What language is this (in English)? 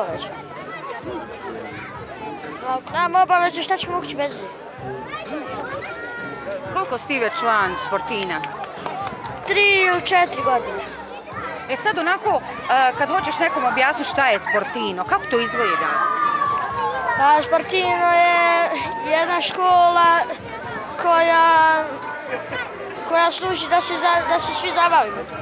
Bosnian